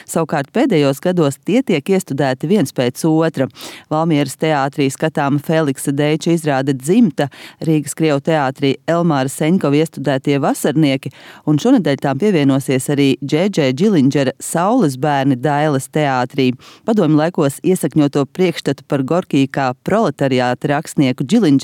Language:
Latvian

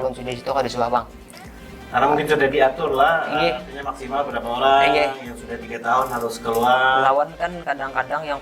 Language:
Banjar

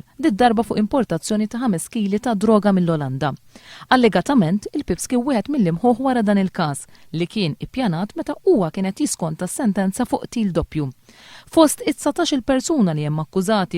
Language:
Maltese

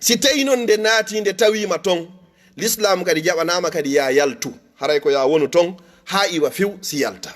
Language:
Fula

